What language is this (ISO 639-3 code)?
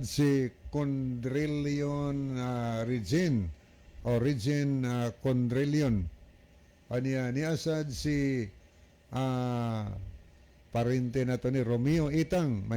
ceb